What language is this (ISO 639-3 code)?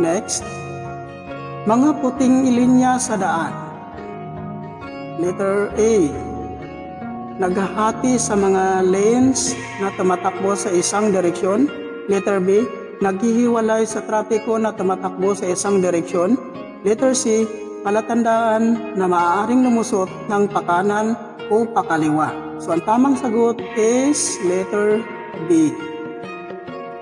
fil